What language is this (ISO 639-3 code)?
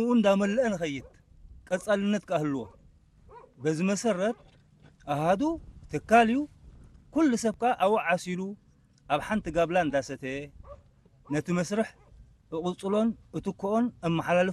tir